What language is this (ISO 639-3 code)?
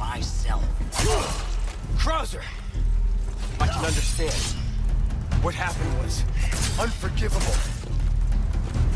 eng